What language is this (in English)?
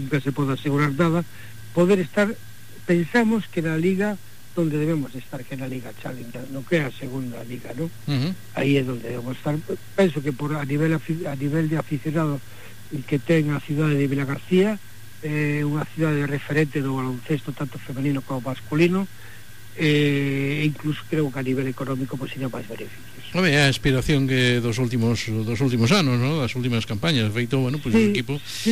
Galician